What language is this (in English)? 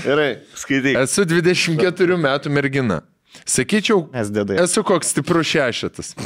Lithuanian